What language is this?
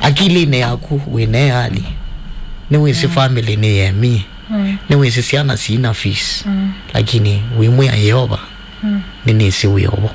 Kamba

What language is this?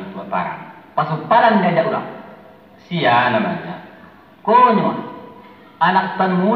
Minangkabau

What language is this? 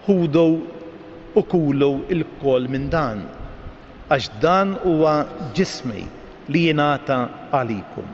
Maltese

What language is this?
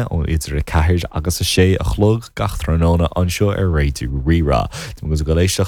Irish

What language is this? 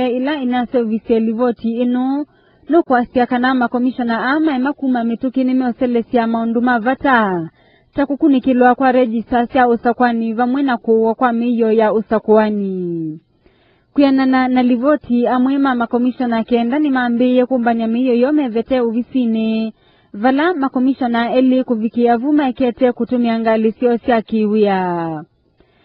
Kamba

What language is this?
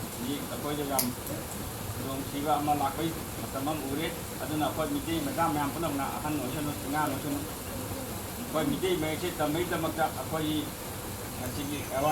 Manipuri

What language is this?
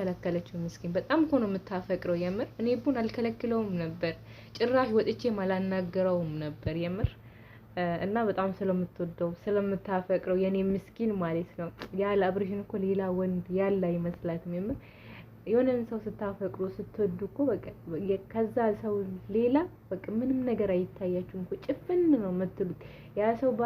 Amharic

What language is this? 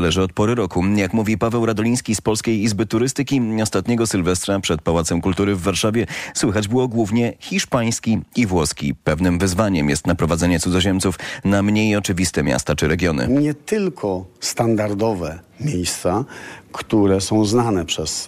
Polish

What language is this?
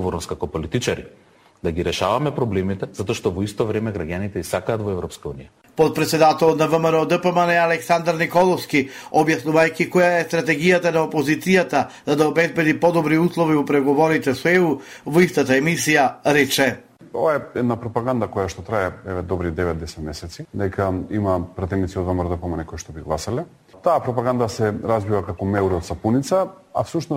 Macedonian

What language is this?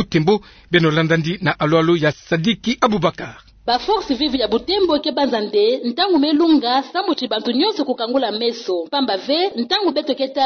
Kituba (Democratic Republic of Congo)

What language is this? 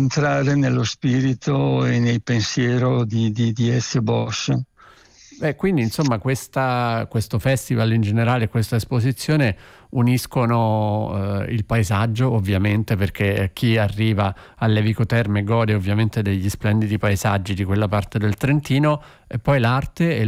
Italian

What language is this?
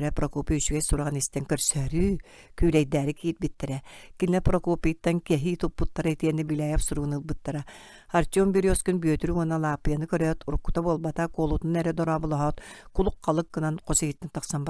Yakut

